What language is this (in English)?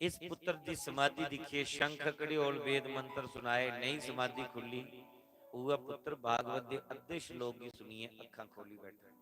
Dogri